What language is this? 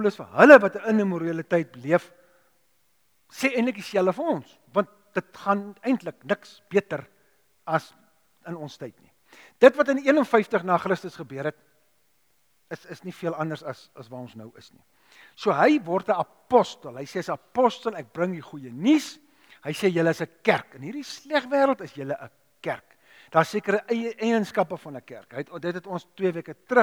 Afrikaans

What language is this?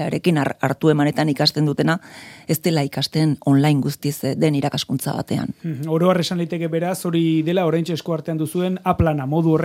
Basque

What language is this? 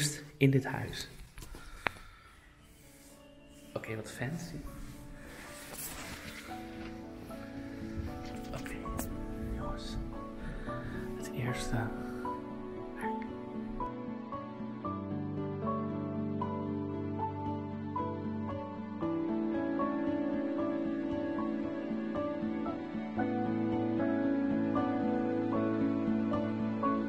Dutch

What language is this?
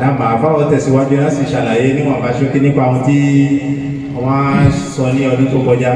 Yoruba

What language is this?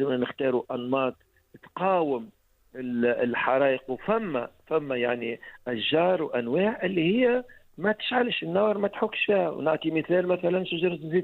Tunisian Arabic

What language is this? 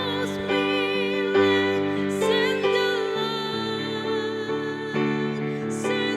Naga Pidgin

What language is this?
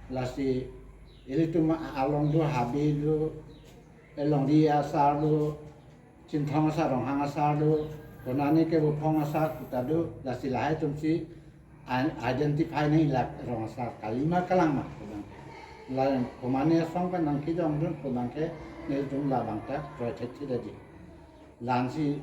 Karbi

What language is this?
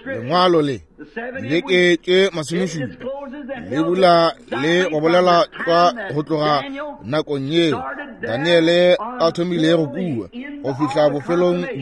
Northern Sotho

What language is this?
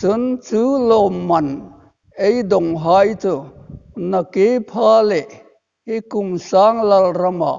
Hmar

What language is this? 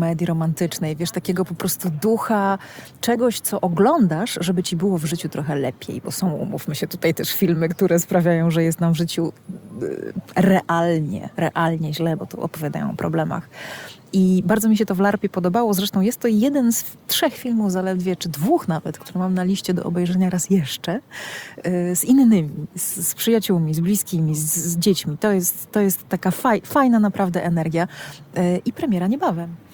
Polish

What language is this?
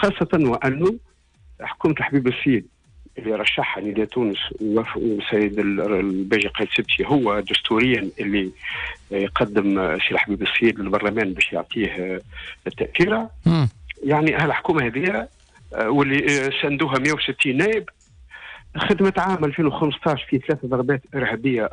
Tunisian Arabic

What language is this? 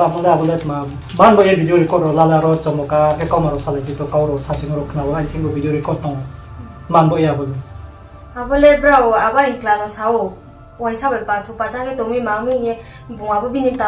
Riang (India)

